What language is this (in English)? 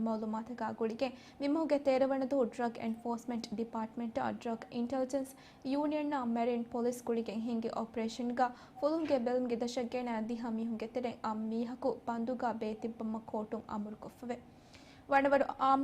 Divehi